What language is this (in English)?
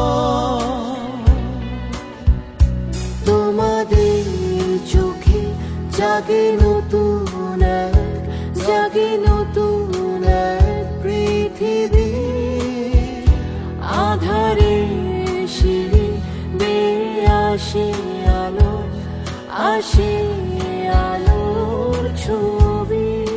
Bangla